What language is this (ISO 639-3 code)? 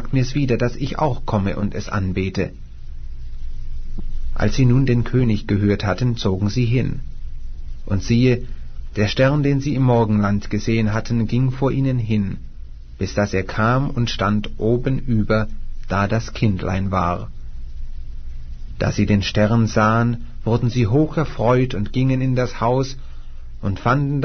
deu